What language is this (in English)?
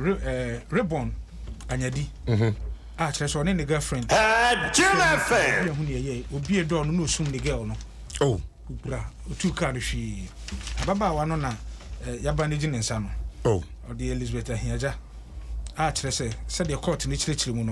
Akan